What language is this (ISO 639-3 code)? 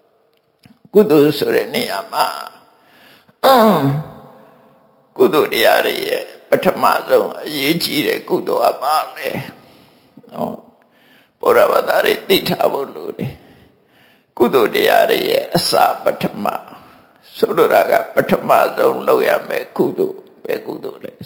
mya